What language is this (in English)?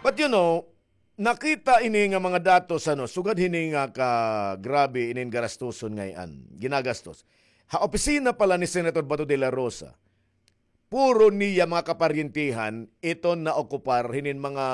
Waray